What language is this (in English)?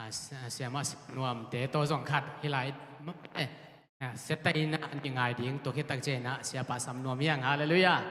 Tedim Chin